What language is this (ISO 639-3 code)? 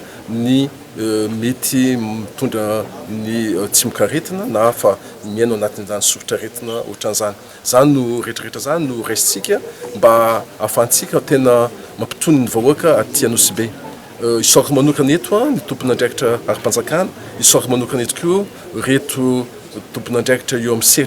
mlg